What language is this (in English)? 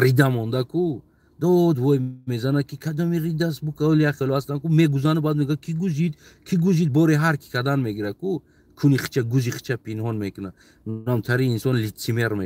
Tajik